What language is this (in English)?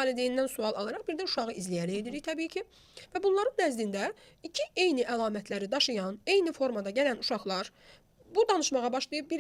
Azerbaijani